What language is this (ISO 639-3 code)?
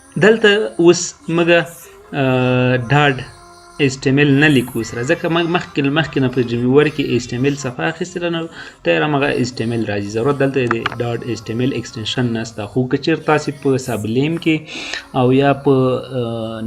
pus